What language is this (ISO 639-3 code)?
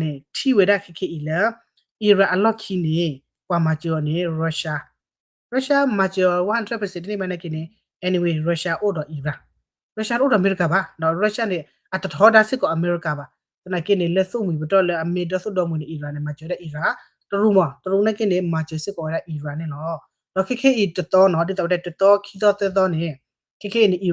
ksw